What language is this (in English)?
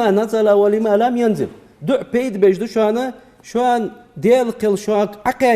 Ingush